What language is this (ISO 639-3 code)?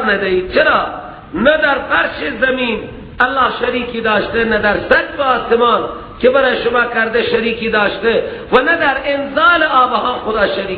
fas